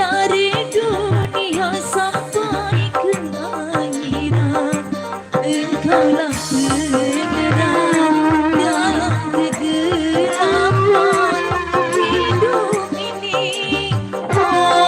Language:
Betawi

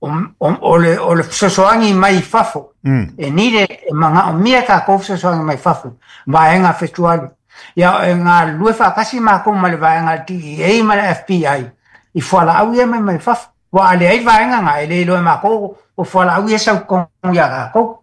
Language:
Samoan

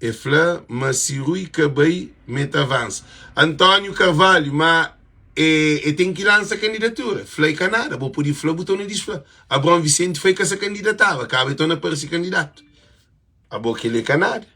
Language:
Kabuverdianu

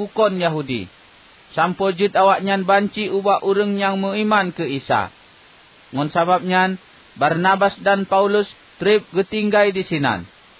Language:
Achinese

